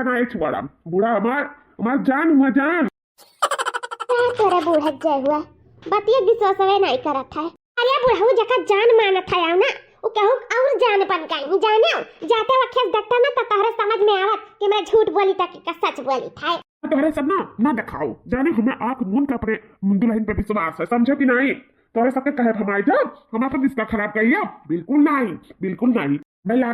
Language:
Awadhi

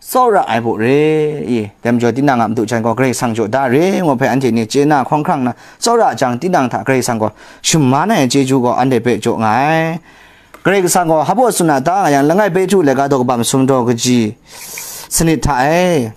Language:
Kachin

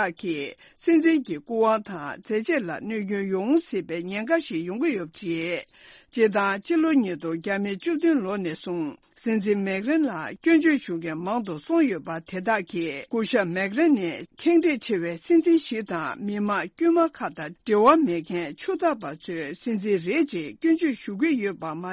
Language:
Tibetan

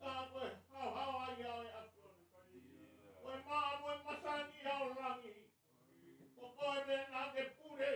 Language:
Tongan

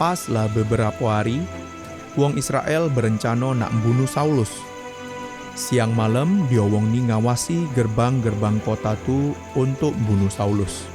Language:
Musi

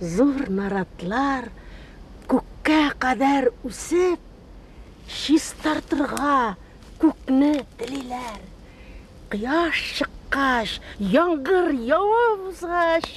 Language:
Tatar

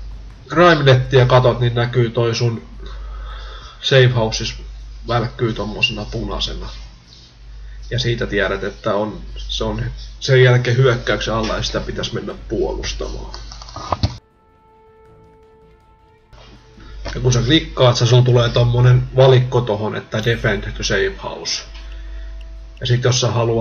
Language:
Finnish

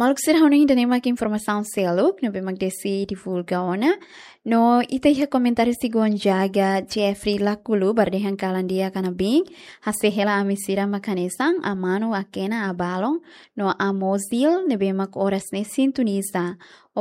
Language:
Tetum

